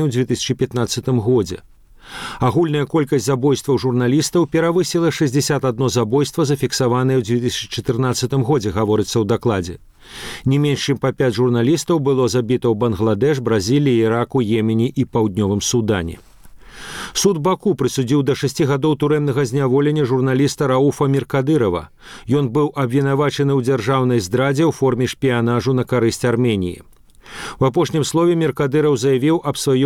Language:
Belarusian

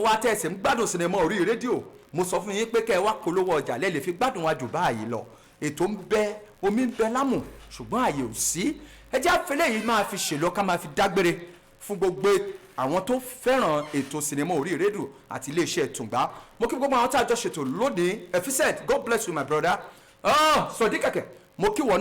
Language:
Yoruba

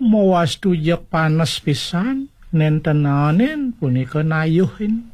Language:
Balinese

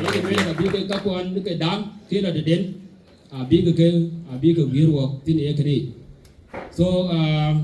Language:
Dinka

